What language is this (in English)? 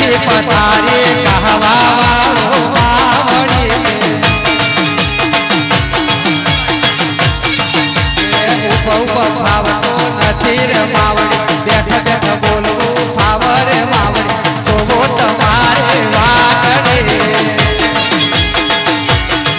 Gujarati